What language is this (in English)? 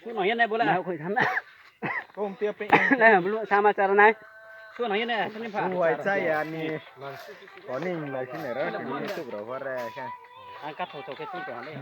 Riang (India)